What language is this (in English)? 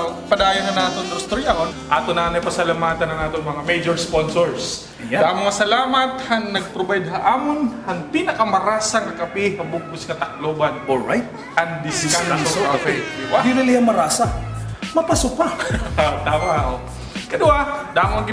Waray